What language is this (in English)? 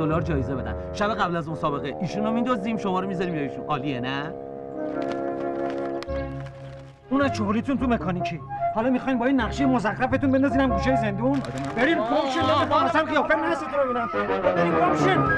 Persian